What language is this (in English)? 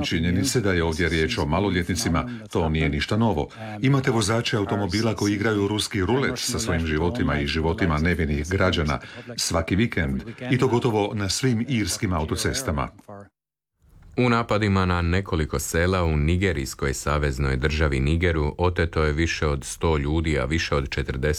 Croatian